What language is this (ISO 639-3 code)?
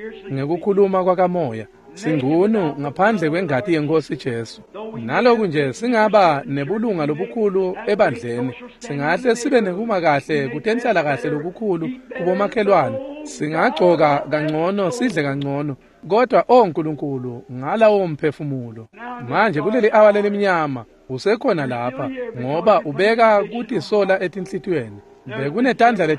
ssw